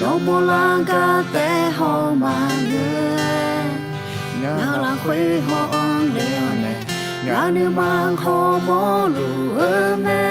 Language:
Akha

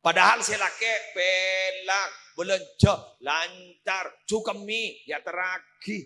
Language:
Madurese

